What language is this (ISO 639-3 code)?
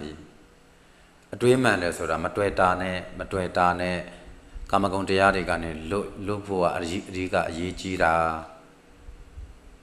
mya